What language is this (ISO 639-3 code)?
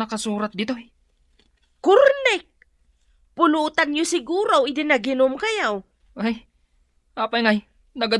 ilo